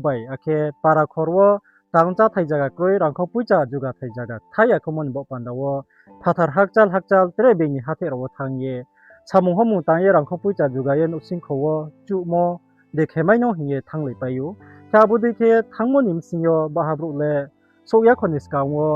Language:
Riang (India)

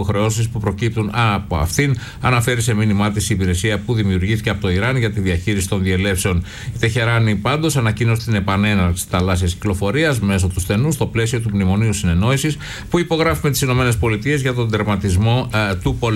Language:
Greek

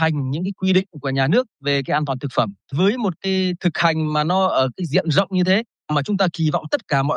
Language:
Vietnamese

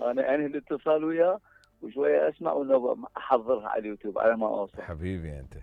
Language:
Mesopotamian Arabic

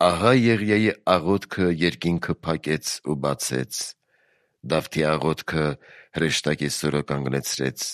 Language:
Armenian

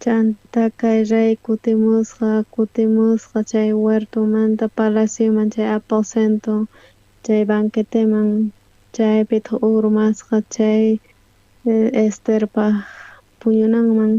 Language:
South Bolivian Quechua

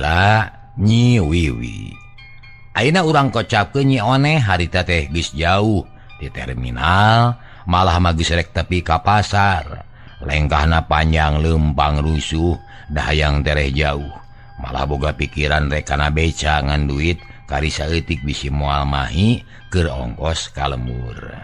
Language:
Sundanese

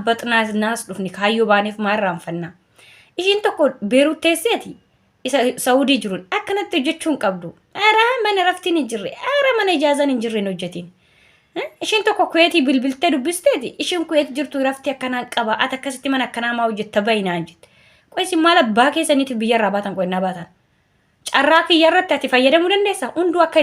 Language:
Oromo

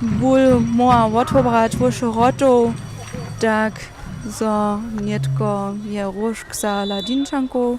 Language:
Upper Sorbian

